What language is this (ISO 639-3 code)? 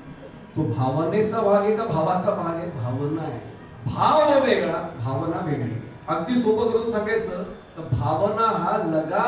mar